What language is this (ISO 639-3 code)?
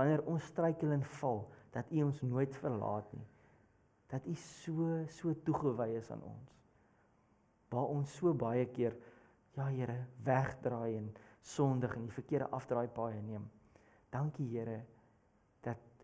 afr